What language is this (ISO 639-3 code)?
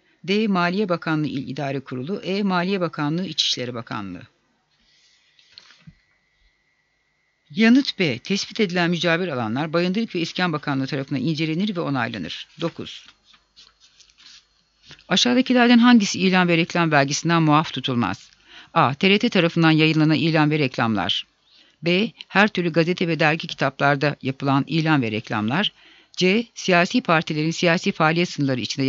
tur